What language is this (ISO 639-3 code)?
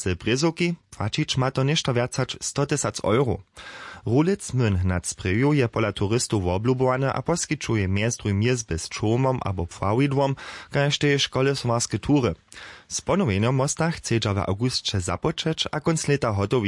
hsb